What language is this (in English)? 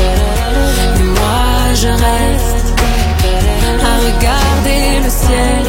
French